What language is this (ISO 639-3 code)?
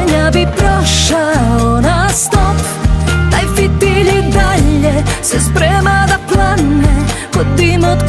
srp